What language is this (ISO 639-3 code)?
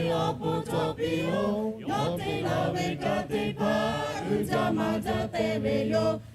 lhu